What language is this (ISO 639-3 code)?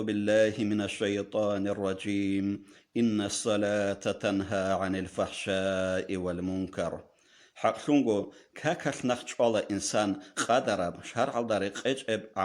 ava